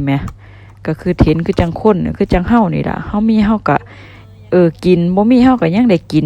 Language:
Northeastern Thai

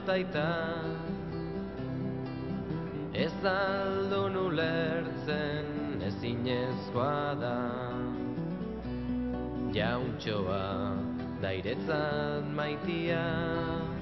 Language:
Basque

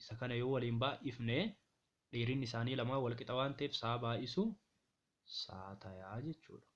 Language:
Oromo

